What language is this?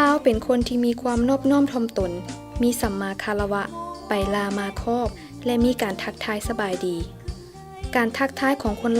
Lao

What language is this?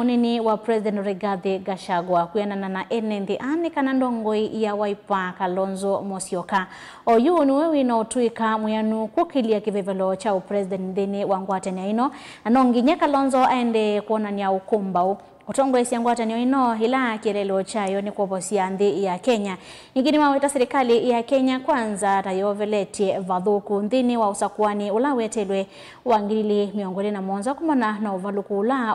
Kamba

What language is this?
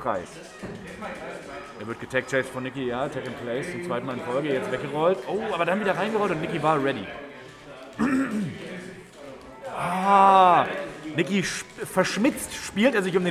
German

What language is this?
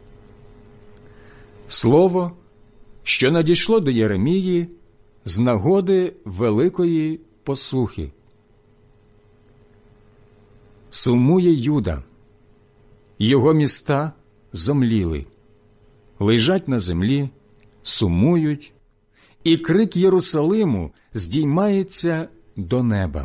Ukrainian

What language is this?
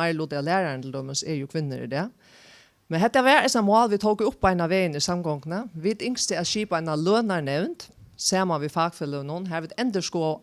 Faroese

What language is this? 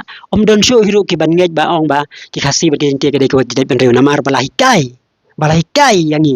Khasi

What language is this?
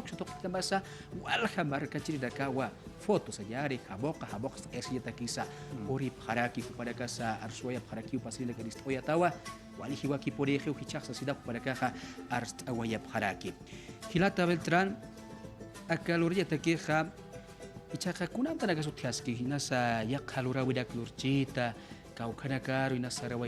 Aymara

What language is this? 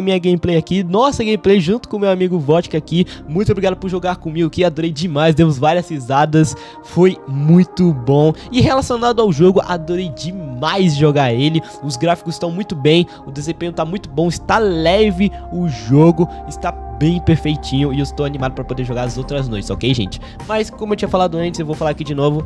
Portuguese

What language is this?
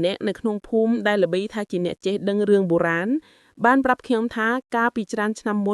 Khmer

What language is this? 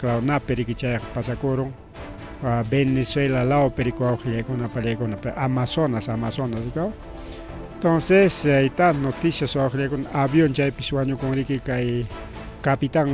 Ayacucho Quechua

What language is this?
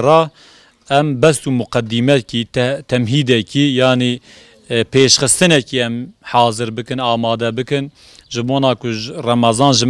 Kurdish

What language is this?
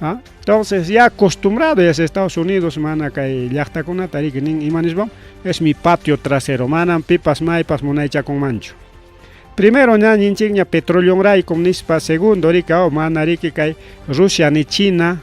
Ayacucho Quechua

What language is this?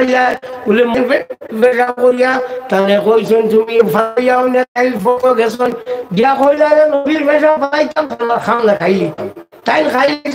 Sylheti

